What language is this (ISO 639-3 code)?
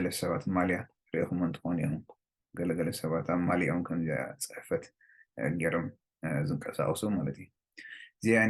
tir